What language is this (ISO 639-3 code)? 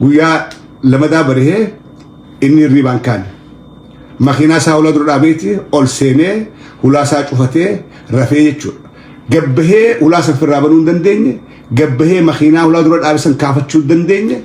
orm